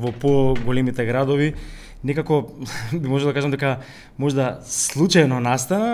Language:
Macedonian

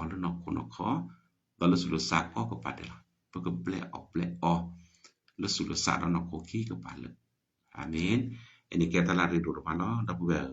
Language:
S'gaw Karen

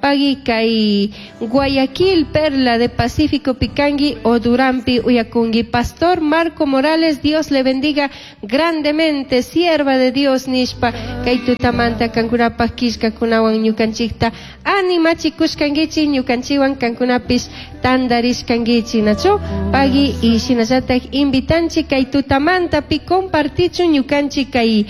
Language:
Chimborazo Highland Quichua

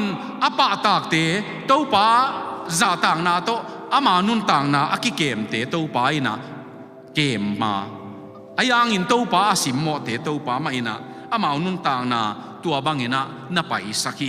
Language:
Tedim Chin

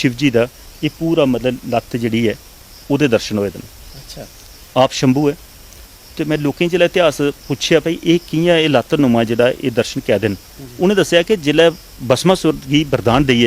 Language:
Dogri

